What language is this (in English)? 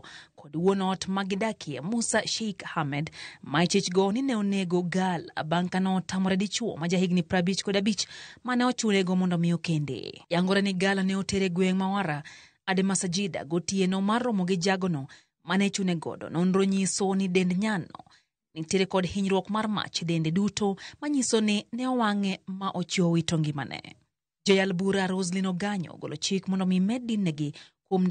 Luo (Kenya and Tanzania)